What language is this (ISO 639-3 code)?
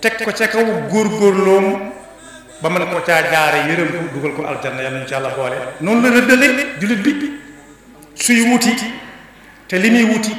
wol